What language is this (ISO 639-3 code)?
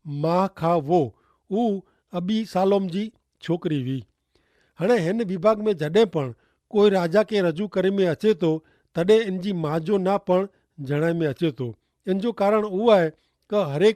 kfr